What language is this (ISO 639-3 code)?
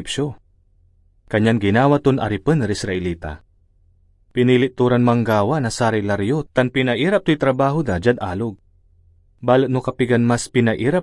pag